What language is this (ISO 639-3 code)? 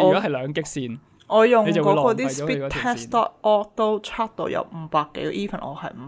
yue